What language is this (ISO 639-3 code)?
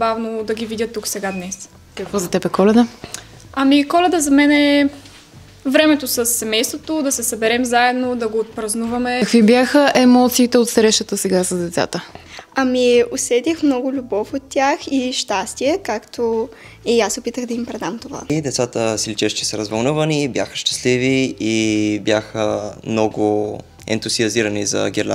bul